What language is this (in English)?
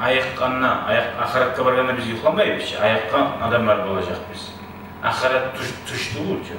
Kumyk